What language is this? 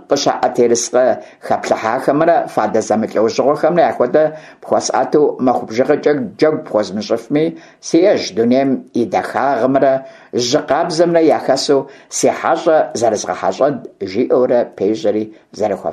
Kabardian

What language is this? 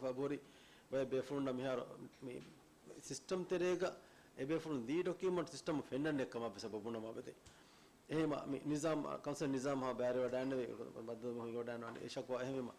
Divehi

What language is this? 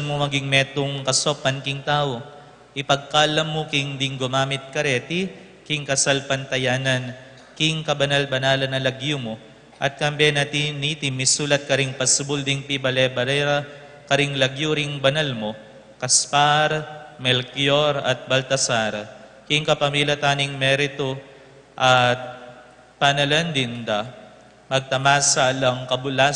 Pampanga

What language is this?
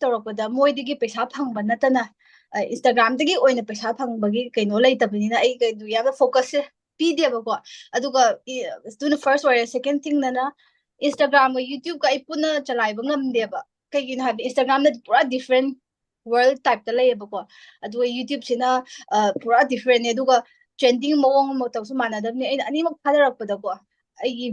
Manipuri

